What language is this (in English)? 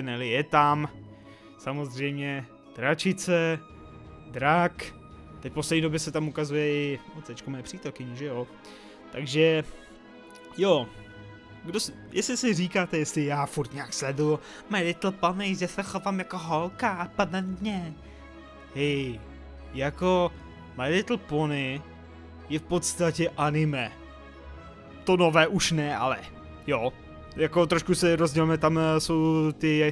Czech